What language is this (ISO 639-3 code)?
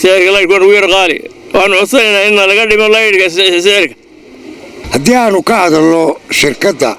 som